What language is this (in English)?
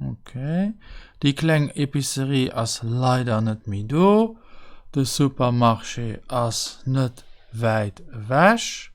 Luxembourgish